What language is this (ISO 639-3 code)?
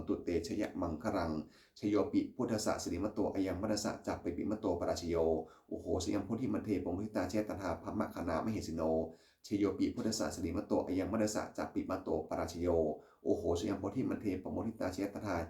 pli